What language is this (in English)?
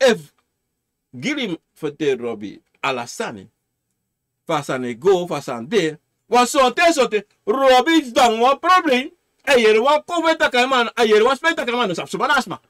Sranan Tongo